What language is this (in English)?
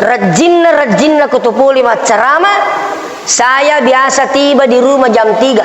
Buginese